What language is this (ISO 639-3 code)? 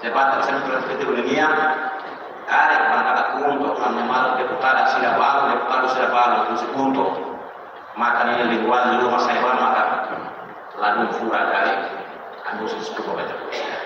tet